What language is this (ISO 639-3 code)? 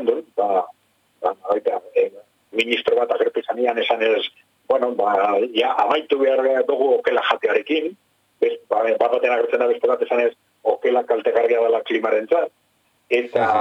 eus